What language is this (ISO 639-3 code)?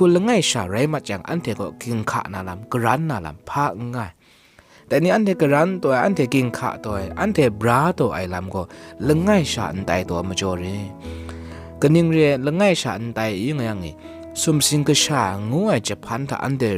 kac